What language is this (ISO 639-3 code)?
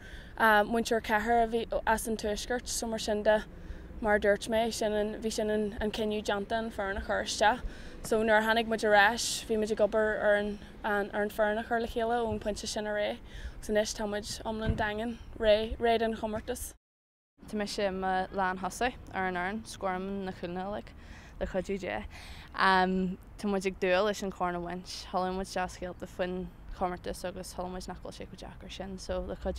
gle